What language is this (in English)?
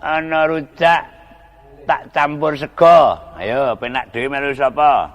Javanese